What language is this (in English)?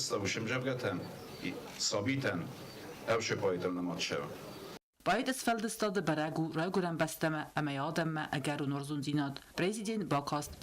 Ossetic